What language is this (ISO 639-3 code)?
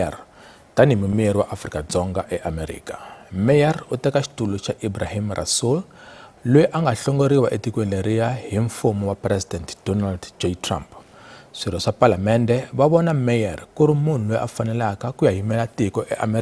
tso